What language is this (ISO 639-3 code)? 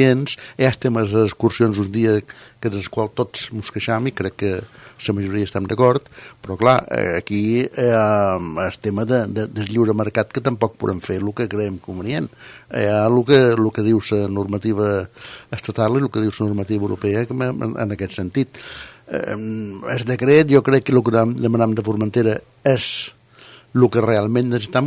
cat